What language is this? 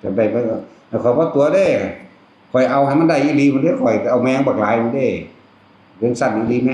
Northeastern Thai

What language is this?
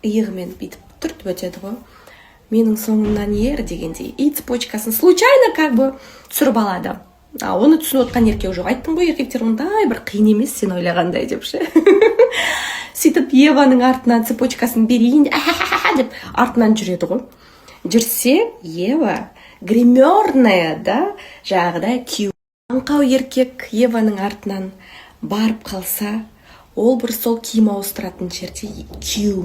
Kazakh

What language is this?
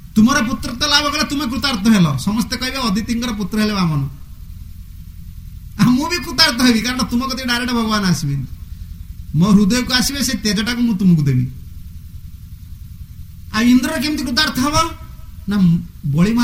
Odia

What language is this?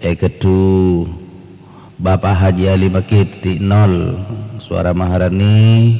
Madurese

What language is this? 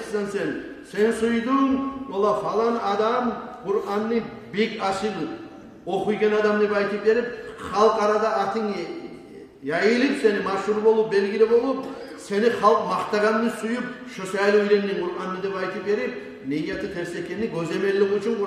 Kumyk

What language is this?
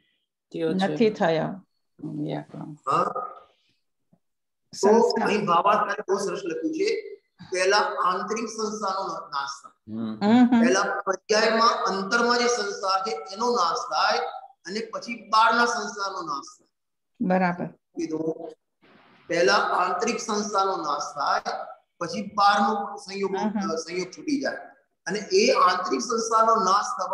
Gujarati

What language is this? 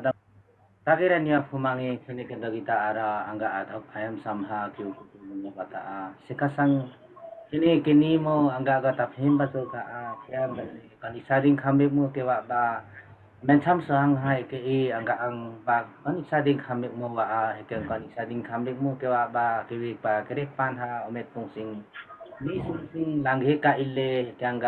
Limbu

